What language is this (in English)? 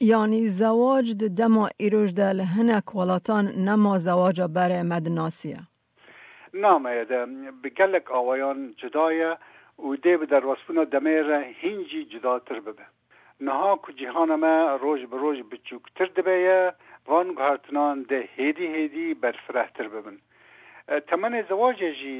Kurdish